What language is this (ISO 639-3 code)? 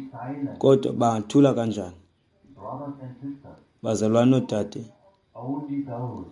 xho